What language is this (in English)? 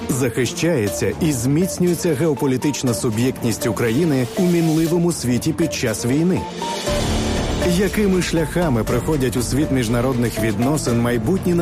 Ukrainian